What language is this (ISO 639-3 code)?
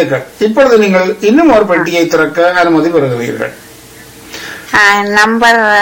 tam